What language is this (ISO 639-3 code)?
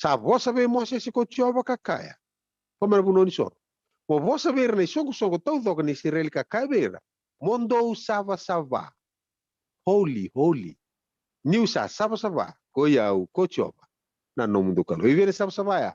fij